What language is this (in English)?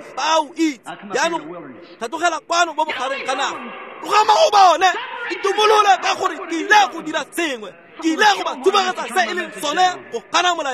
Tswana